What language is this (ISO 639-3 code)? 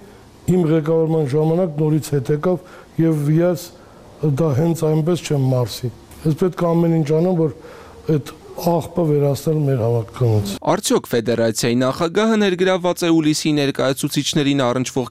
hye